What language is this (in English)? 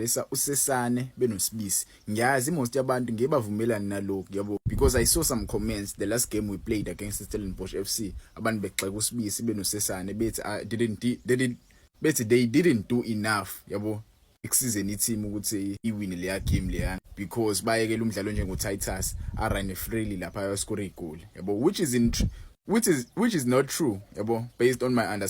Zulu